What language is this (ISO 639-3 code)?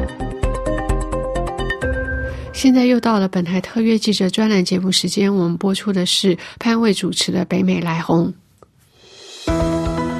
zho